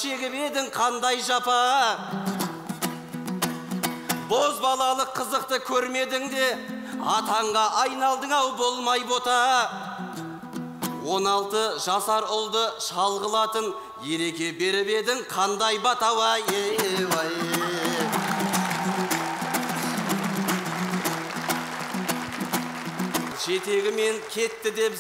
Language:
Kazakh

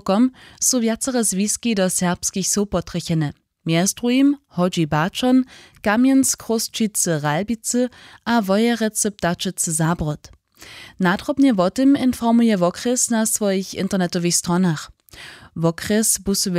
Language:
Upper Sorbian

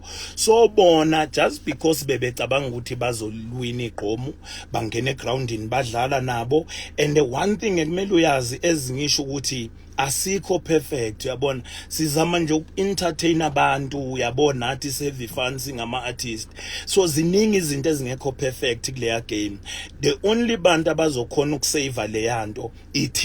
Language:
Zulu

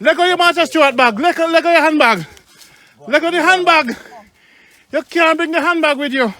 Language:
Jamaican Creole English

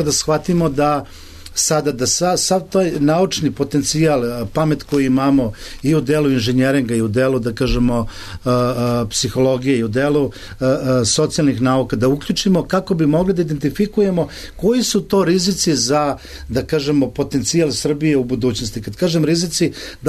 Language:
Serbian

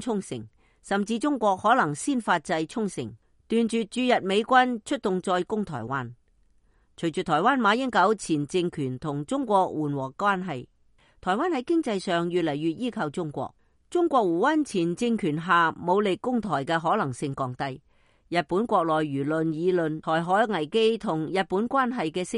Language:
Cantonese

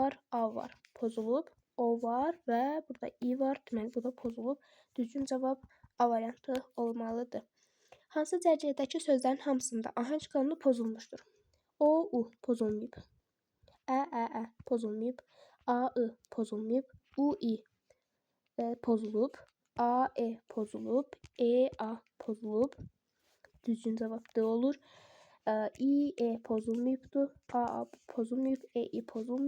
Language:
Azerbaijani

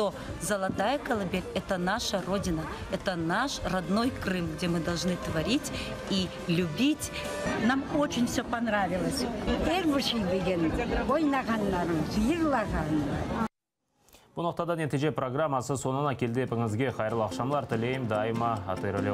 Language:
Crimean Tatar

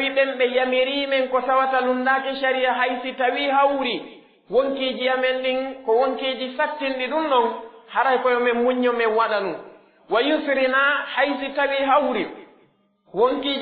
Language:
Pular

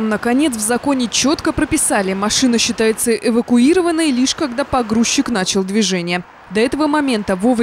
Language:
Russian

